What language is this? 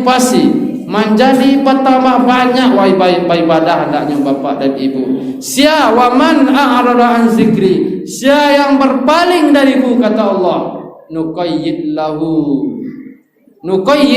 Minangkabau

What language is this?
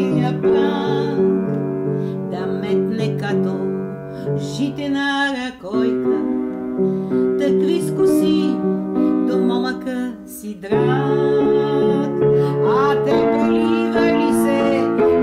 Bulgarian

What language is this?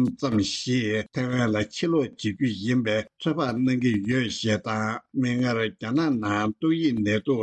Tibetan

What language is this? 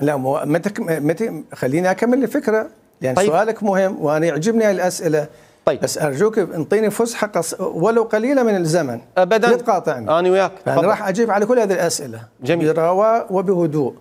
Mesopotamian Arabic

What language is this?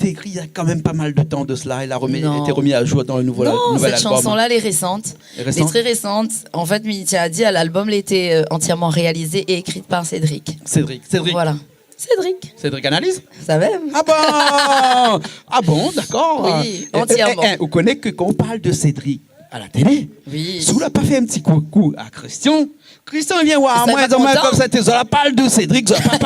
Réunion Creole French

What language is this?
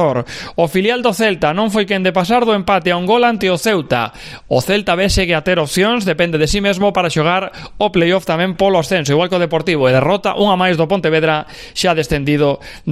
Galician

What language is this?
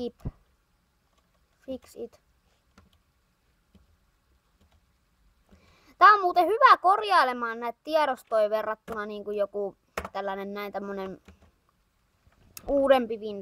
Finnish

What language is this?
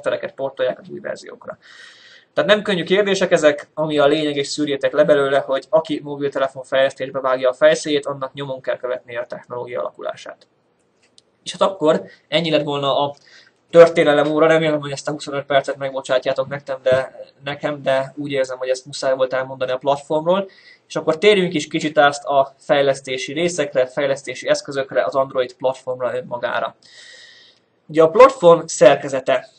Hungarian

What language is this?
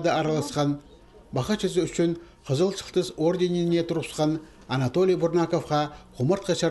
Khakas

